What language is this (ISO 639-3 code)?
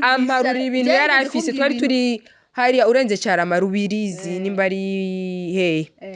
run